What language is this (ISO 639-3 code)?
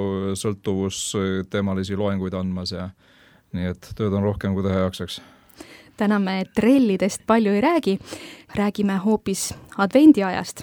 est